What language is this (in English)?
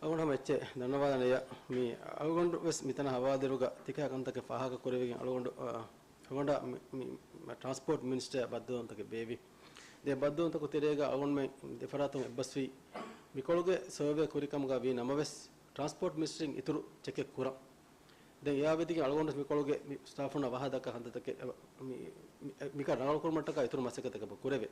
Divehi